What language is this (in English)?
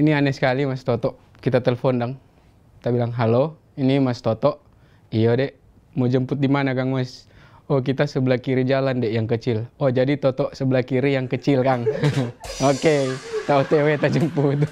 Manado Malay